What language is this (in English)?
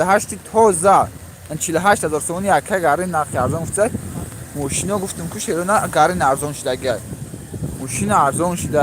Tajik